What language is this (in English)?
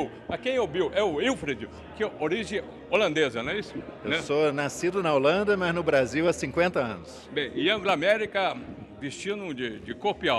Portuguese